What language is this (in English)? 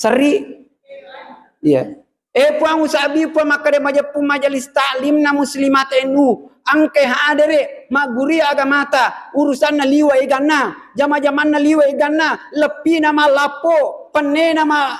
Buginese